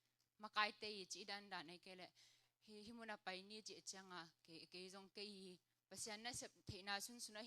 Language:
Tedim Chin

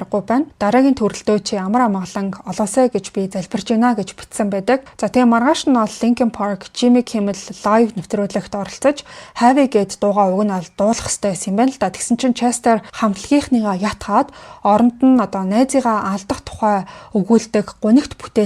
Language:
Mongolian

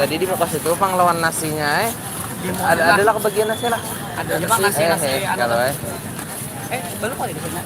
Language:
Banjar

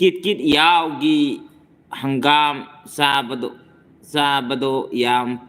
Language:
Manipuri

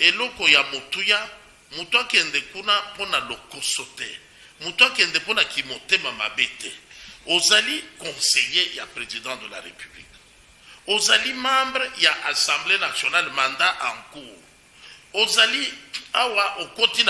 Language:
Lingala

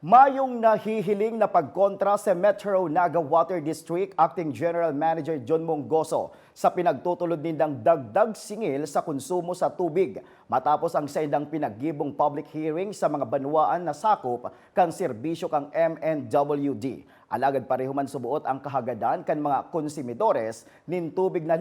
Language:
Bikol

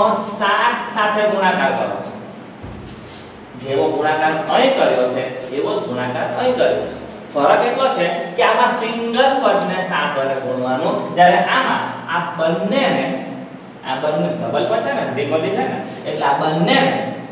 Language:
Gujarati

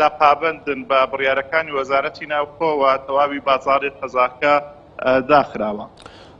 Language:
Central Kurdish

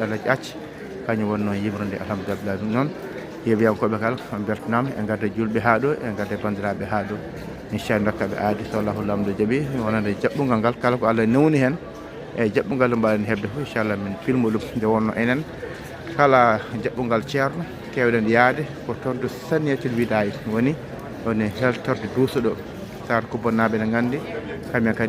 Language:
Fula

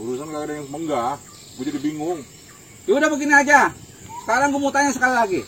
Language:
Betawi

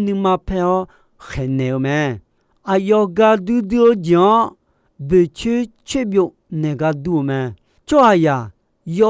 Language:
Akha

